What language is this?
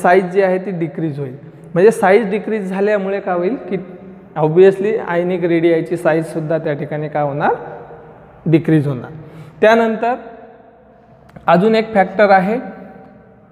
Marathi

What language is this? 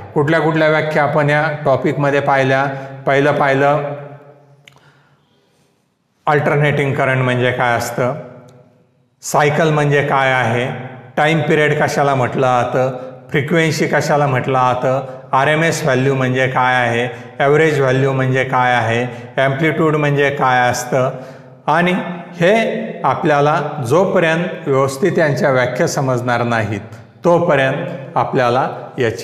Marathi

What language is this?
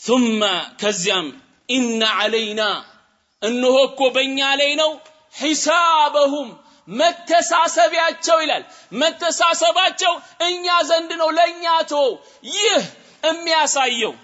Amharic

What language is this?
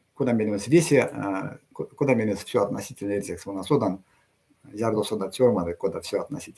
Erzya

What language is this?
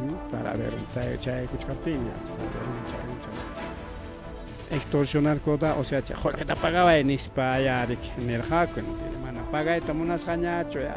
Ayacucho Quechua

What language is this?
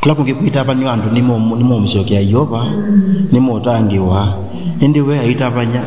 Kamba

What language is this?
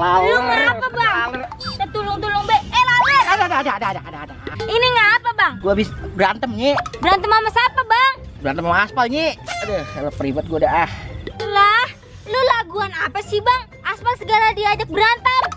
Betawi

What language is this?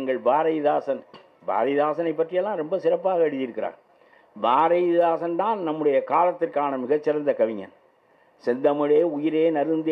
Tamil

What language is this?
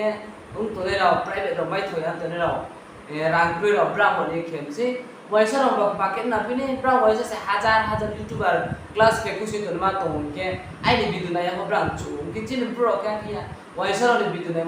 Riang (India)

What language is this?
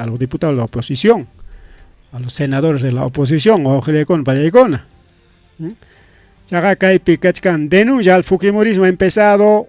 Ayacucho Quechua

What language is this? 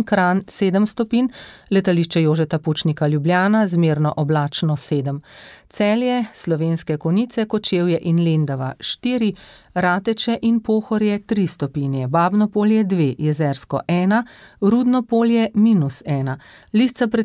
Slovenian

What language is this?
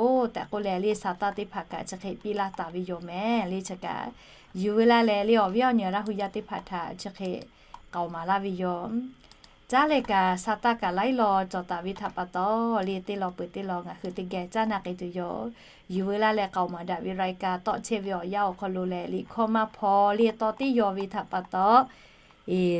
Lahu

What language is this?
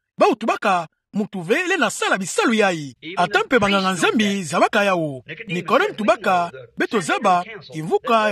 Kituba (Democratic Republic of Congo)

